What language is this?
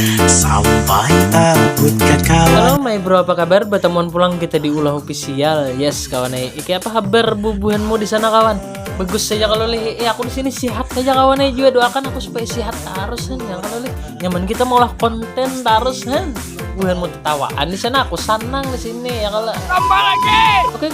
Banjar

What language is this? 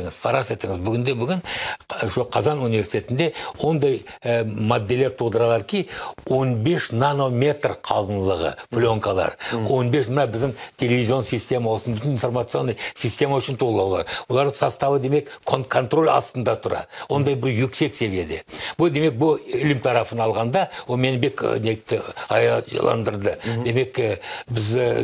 Crimean Tatar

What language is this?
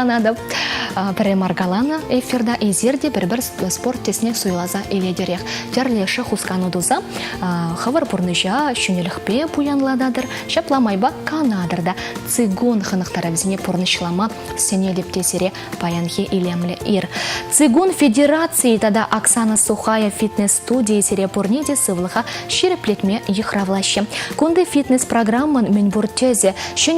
Chuvash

